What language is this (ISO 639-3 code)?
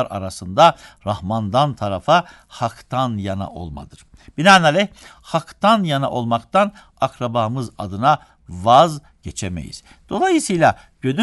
tur